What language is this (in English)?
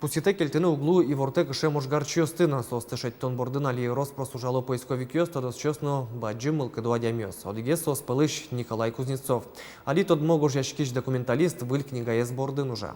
Udmurt